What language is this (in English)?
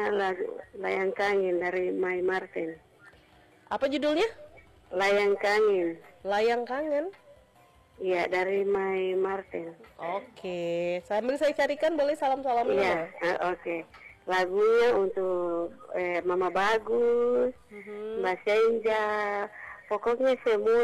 Indonesian